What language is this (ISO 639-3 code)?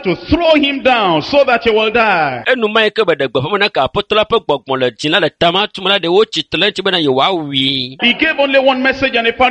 ewe